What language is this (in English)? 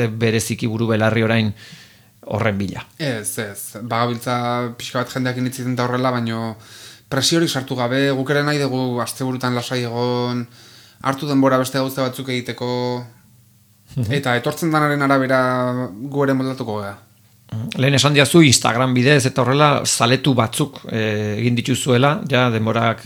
Basque